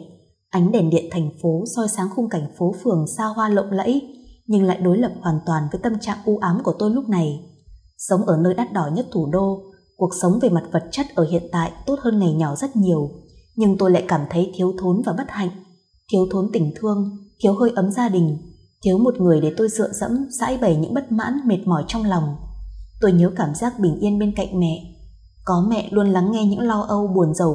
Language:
Vietnamese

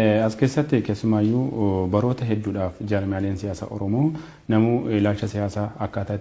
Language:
Oromo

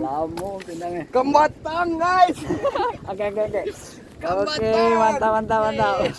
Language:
Minangkabau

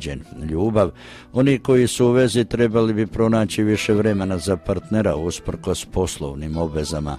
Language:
Croatian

